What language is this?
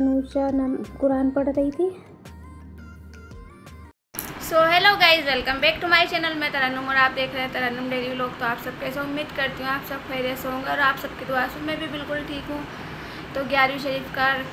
Hindi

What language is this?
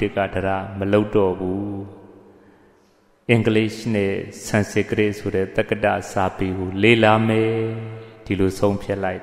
Burmese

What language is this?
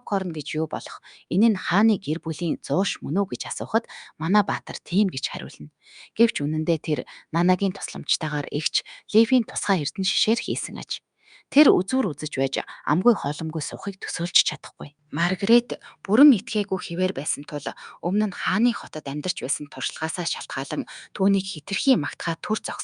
Mongolian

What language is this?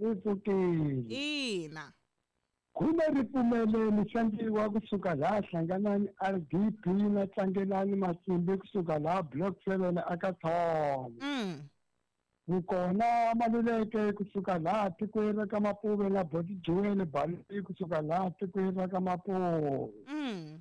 Tsonga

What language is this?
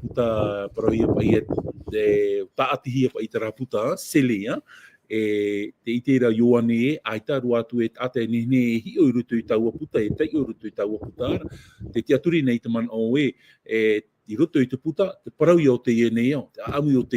Tahitian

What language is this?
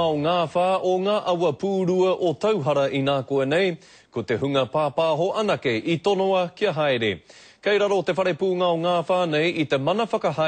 Māori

